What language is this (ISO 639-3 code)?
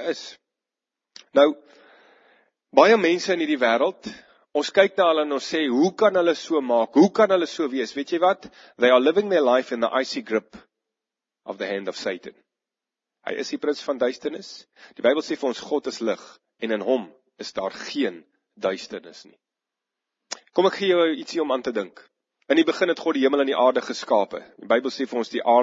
afr